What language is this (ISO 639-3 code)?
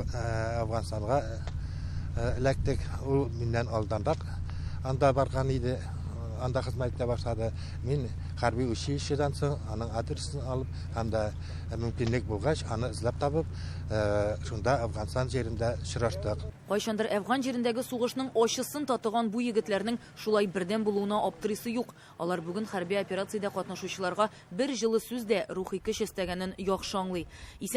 tat